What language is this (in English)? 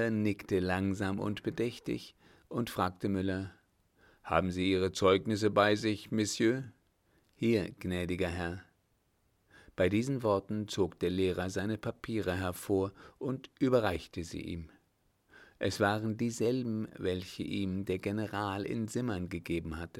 German